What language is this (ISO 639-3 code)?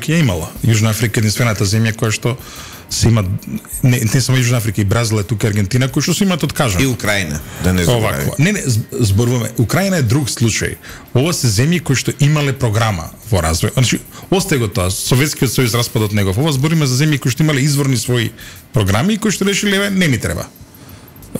mkd